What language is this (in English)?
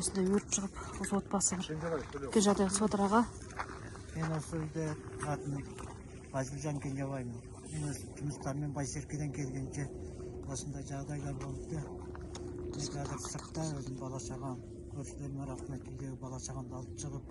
Kazakh